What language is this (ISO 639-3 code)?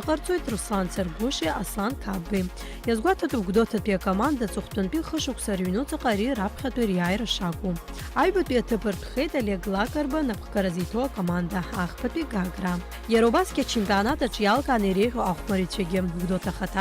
abk